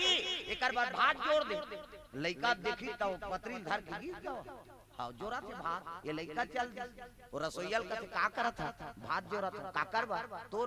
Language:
Chhattisgarhi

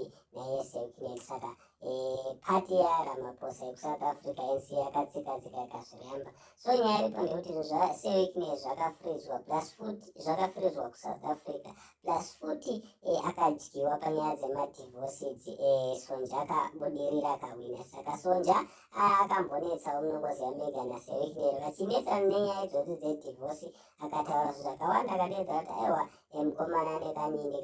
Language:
Shona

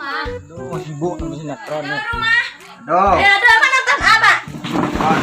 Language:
Minangkabau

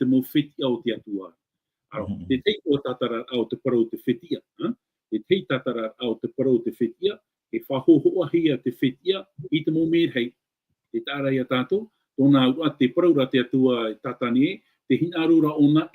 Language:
Tahitian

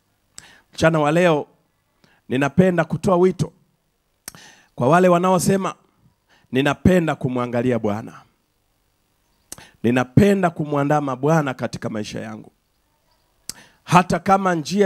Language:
Swahili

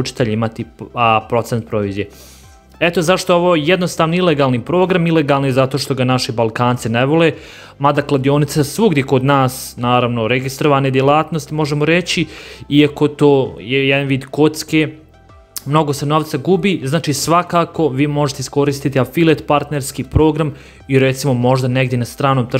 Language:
Croatian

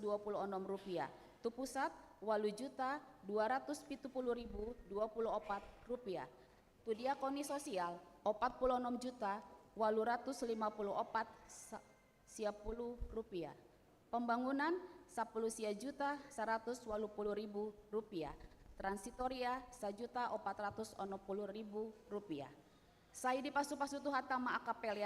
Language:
Batak Toba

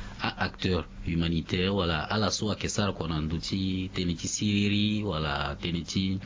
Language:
Sango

